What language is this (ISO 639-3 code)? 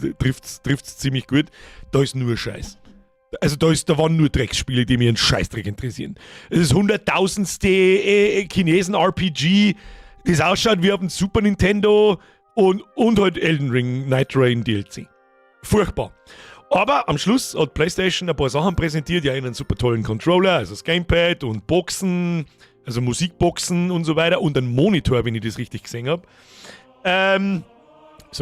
bar